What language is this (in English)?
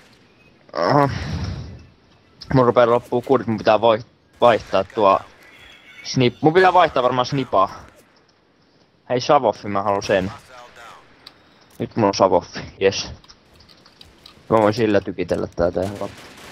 Finnish